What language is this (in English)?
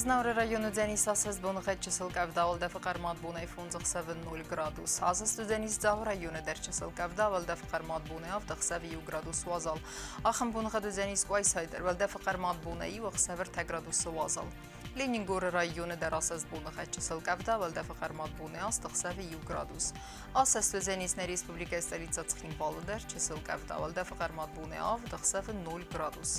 Ossetic